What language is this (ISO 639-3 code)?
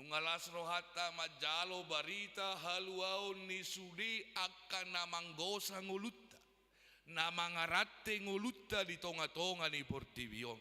bbc